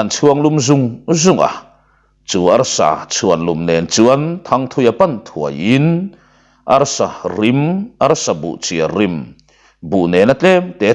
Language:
Mizo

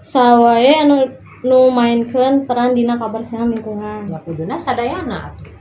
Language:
Sundanese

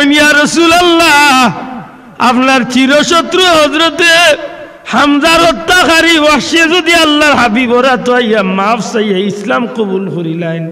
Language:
Sylheti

